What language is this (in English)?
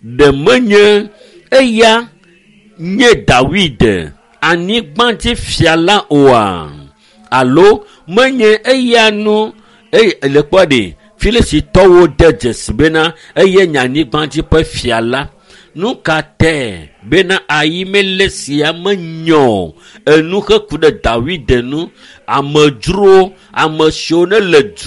Ewe